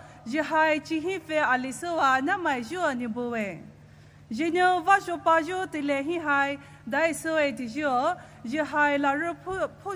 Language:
Poumei Naga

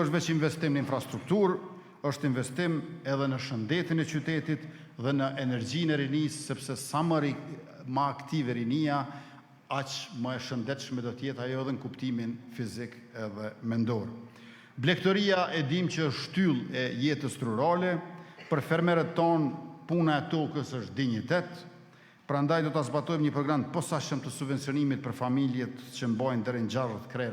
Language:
Albanian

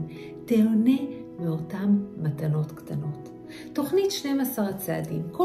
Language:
Hebrew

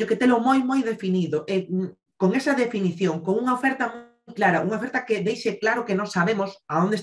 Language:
Galician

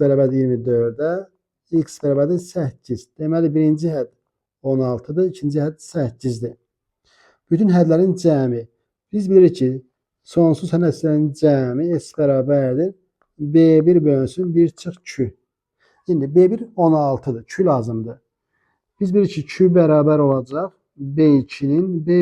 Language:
Azerbaijani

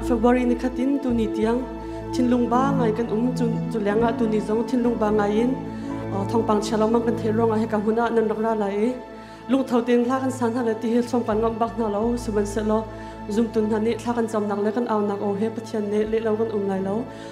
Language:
Hakha Chin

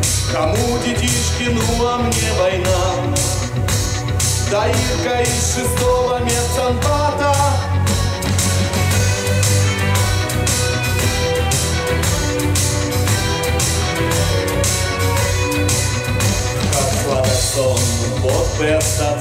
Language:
Russian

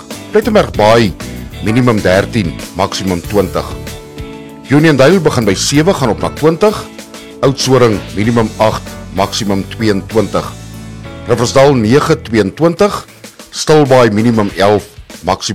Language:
Afrikaans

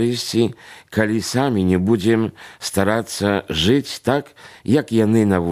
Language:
Belarusian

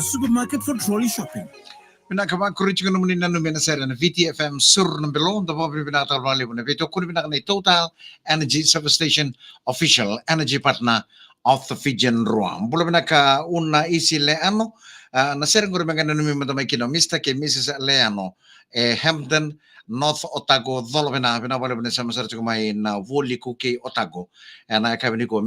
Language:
Fijian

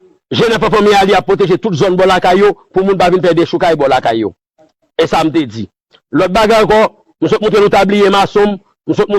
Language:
Haitian Creole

